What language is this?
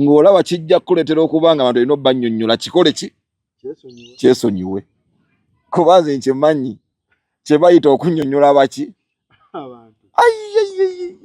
Ganda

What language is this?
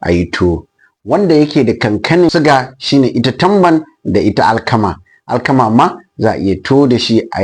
Hausa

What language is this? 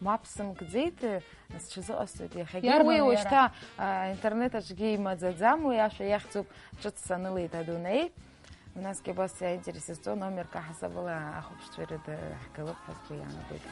Abkhazian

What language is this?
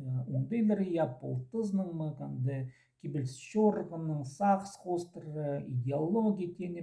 Khakas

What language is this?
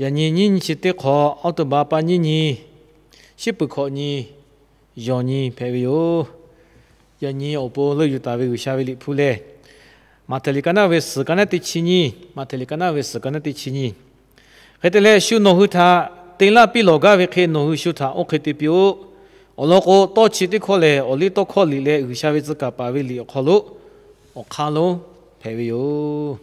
Lahu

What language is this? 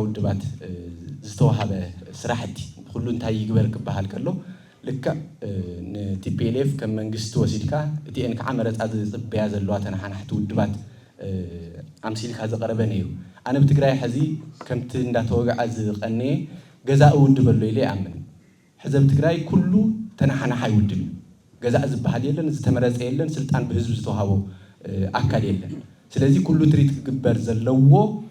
Tigrinya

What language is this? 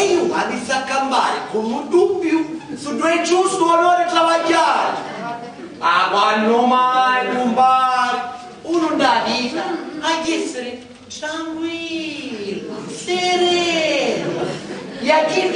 Sicilian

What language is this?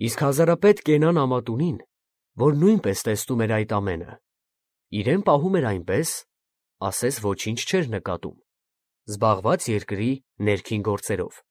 Armenian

